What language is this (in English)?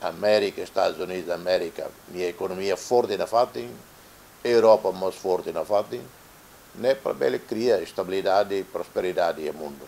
Tetum